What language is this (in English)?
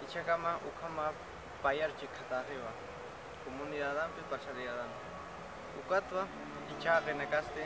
Aymara